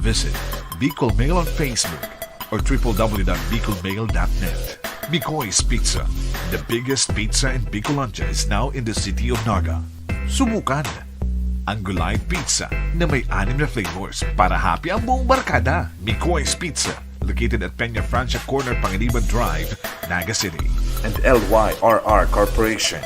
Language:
Bikol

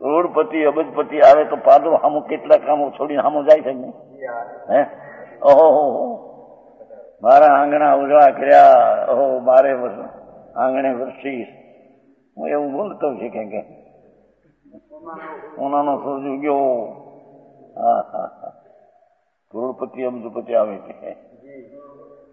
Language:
Gujarati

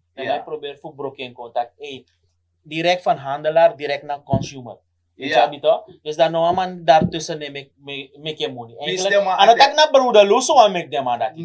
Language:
Sranan Tongo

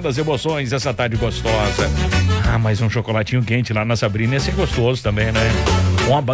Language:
Portuguese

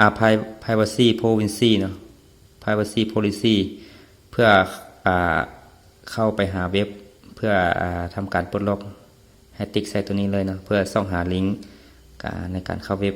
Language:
Lao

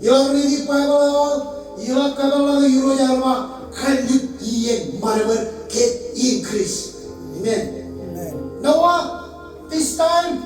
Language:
Marshallese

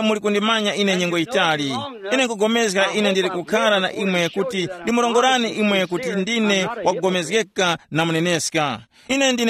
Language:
Tumbuka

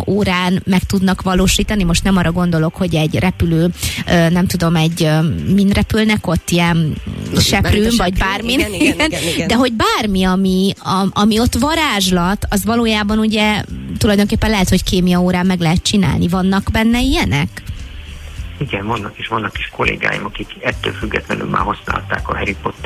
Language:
Hungarian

